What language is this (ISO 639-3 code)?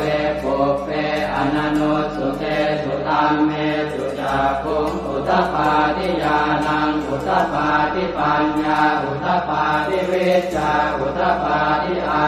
pli